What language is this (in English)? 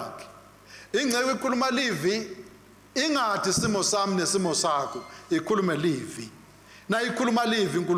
Swati